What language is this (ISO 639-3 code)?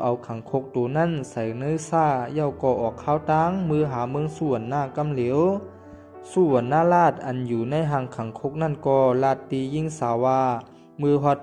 shn